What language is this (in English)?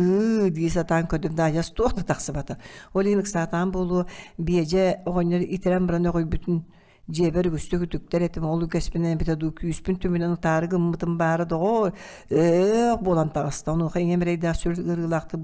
Yakut